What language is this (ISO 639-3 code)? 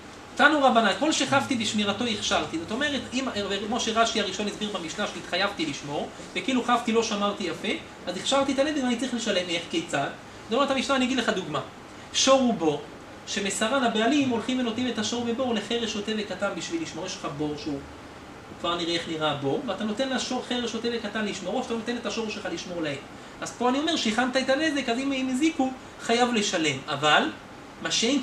heb